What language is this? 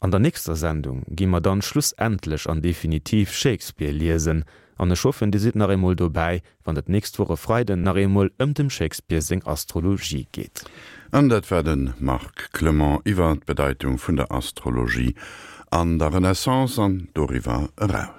Luxembourgish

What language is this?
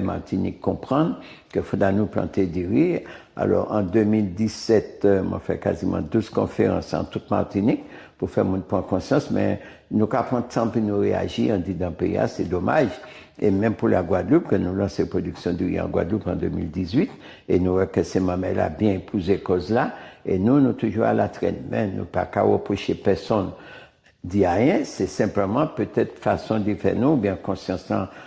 Guadeloupean Creole French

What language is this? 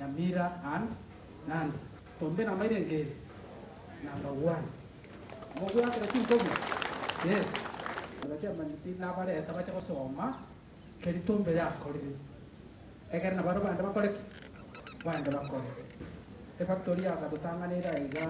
Gusii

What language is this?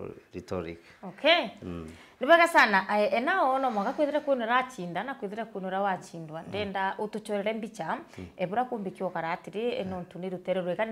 Meru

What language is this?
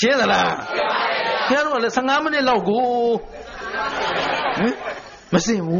Burmese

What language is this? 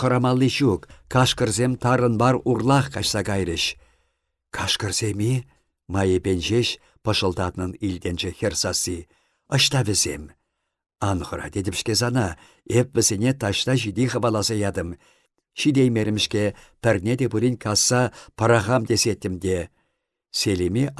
Chuvash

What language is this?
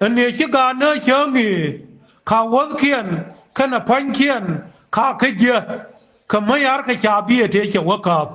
Nuer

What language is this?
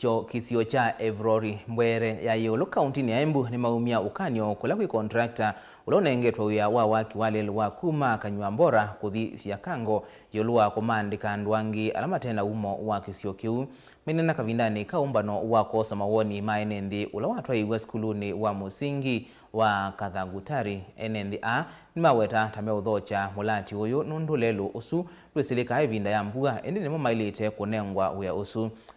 Kamba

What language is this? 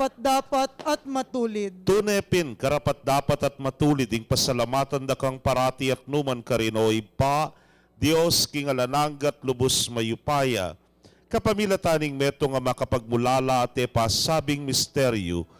Pampanga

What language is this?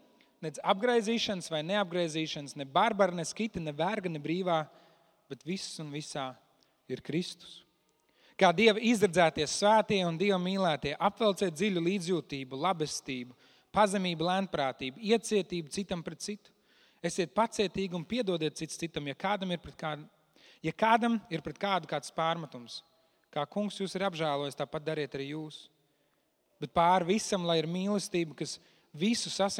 Latvian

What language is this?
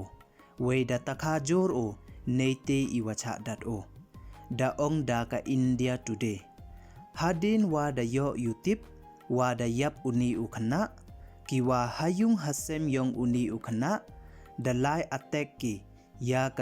Pnar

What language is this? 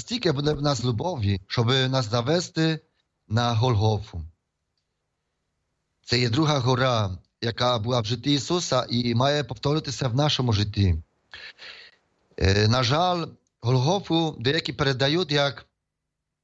Ukrainian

